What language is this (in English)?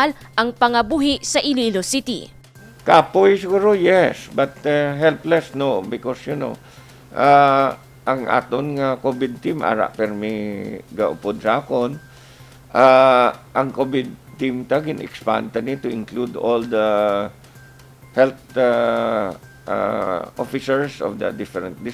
Hiligaynon